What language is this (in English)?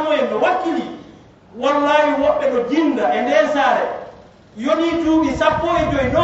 Fula